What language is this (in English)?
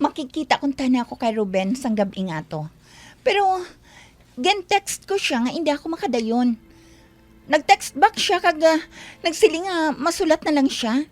Hiligaynon